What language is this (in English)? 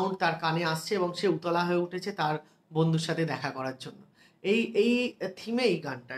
Bangla